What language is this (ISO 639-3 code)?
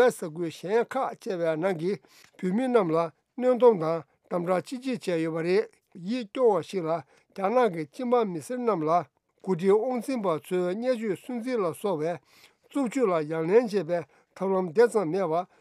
bod